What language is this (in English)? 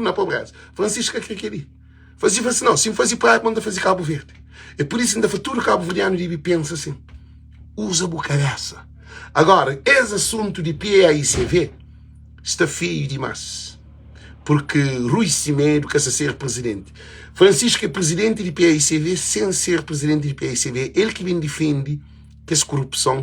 Kabuverdianu